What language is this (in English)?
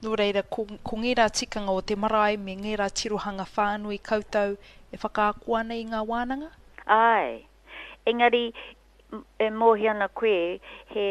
Māori